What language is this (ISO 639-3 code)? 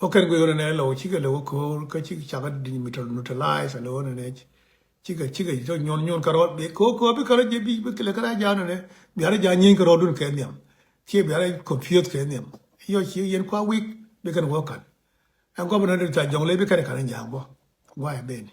nus